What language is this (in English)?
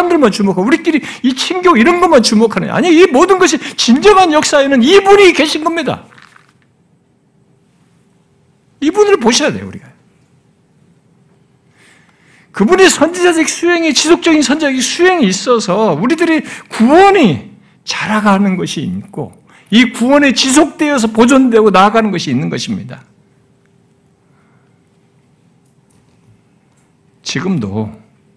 Korean